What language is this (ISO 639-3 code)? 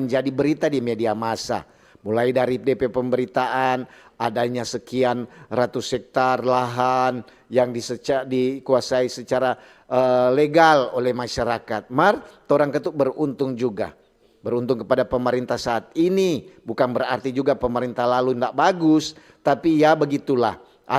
xmm